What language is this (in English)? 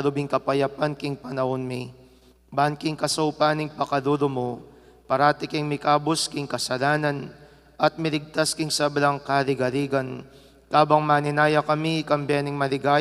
Pampanga